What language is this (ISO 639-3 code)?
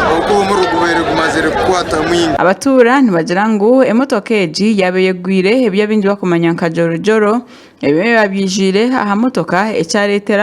nyn